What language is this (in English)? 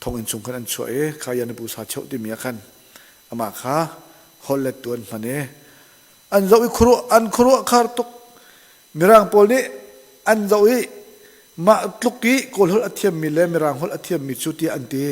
Hakha Chin